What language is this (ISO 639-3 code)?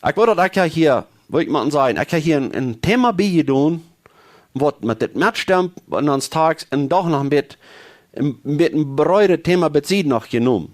pdt